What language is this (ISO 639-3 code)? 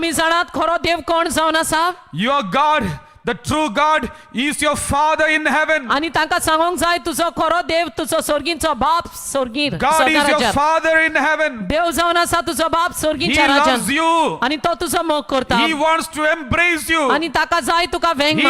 kok